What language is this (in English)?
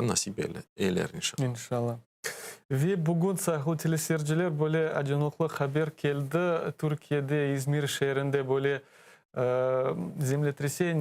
Crimean Tatar